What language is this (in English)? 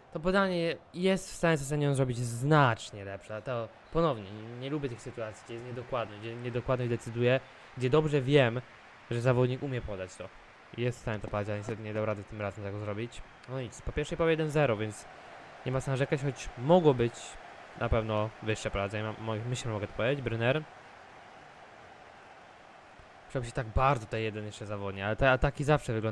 Polish